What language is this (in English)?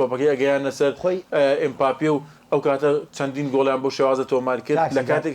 Central Kurdish